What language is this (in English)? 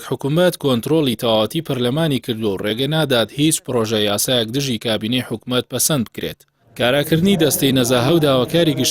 Central Kurdish